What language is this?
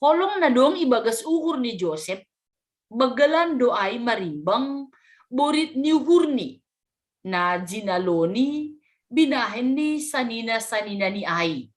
Batak Simalungun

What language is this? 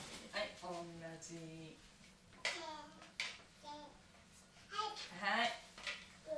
Japanese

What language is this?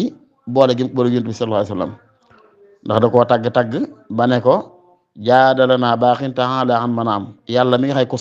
Wolof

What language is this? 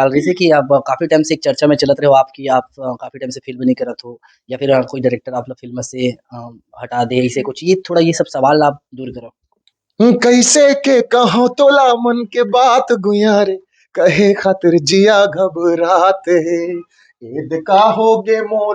Chhattisgarhi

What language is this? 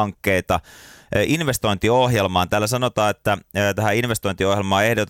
Finnish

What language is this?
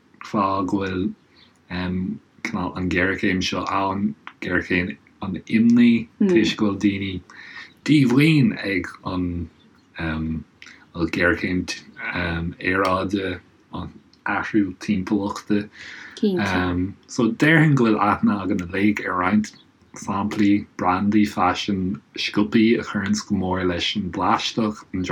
Irish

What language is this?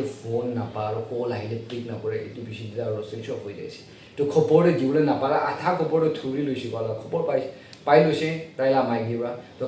Naga Pidgin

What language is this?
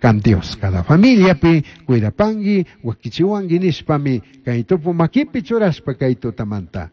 Chimborazo Highland Quichua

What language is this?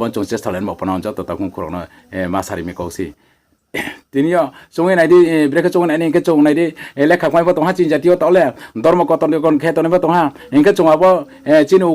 Riang (India)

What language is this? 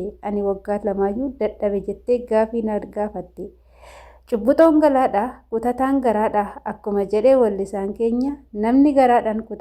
Oromo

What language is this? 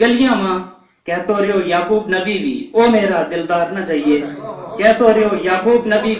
Gujari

